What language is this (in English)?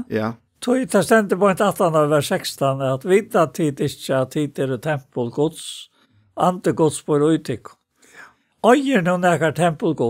Faroese